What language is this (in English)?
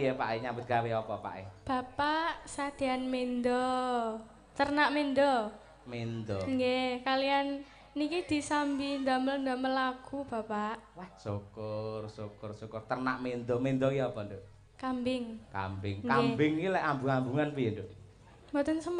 Javanese